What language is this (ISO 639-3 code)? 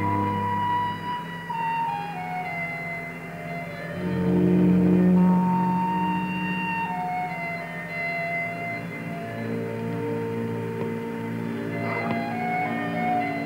swe